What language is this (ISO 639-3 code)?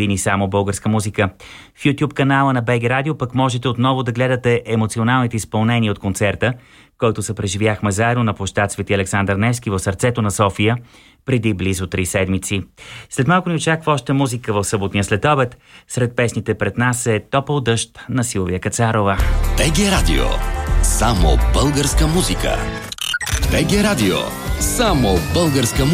bul